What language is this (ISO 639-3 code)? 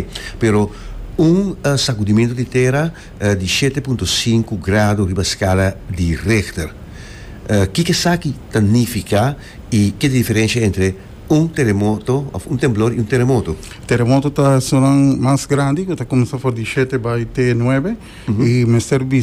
pap